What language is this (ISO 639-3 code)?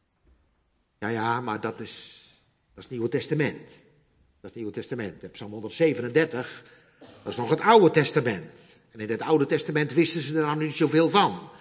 nld